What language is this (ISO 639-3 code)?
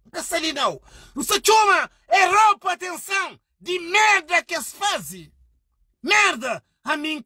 kea